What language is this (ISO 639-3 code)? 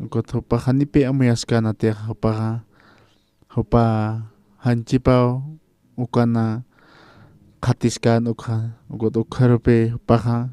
aym